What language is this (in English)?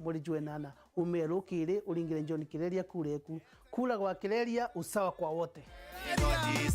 Meru